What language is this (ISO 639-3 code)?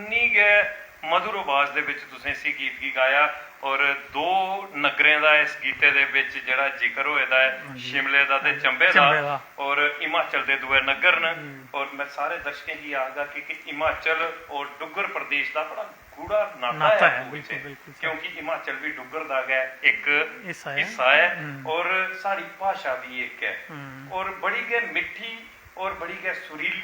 doi